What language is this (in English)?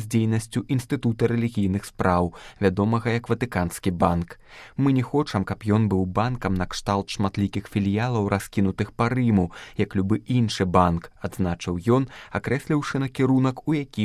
Belarusian